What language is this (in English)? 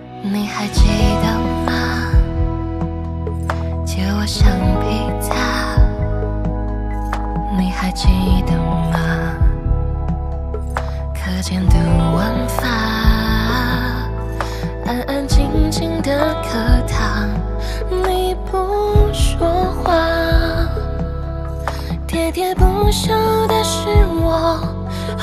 Chinese